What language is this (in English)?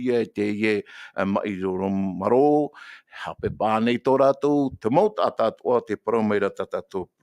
Tahitian